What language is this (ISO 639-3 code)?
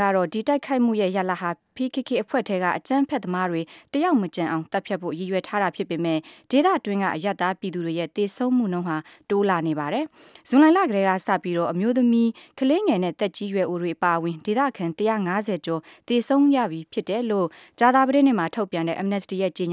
mya